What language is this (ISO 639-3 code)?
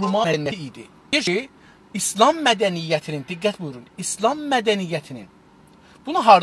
azb